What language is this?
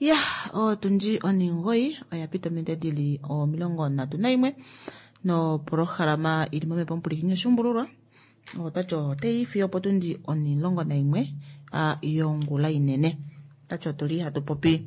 Kuanyama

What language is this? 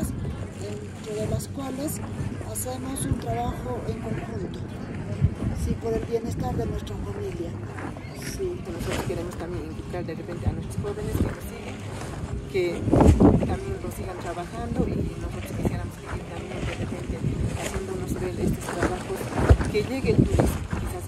Spanish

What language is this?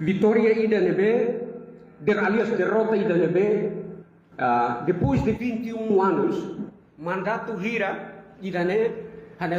Tetum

